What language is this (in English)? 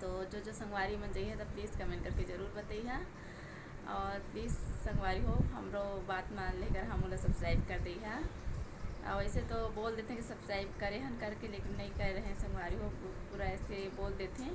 Chhattisgarhi